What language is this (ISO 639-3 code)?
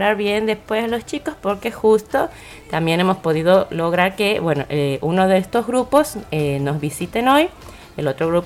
spa